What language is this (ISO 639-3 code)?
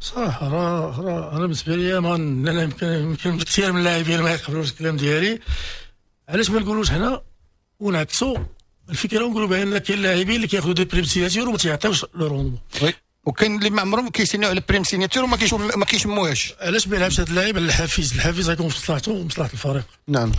ary